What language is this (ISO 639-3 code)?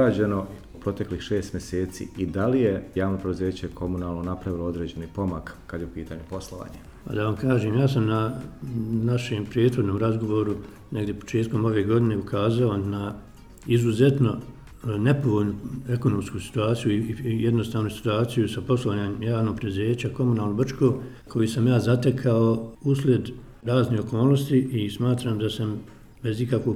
bos